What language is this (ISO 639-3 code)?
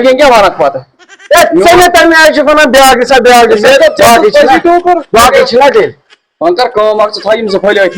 kas